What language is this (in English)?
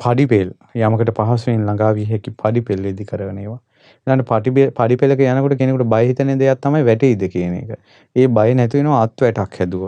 Sinhala